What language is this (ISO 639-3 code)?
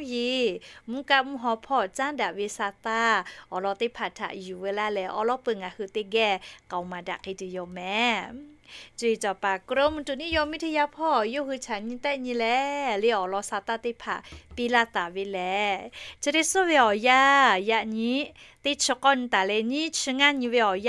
lhu